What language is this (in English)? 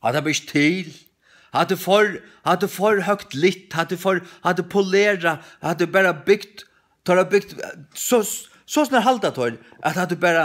Faroese